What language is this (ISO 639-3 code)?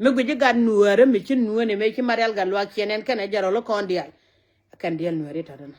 nus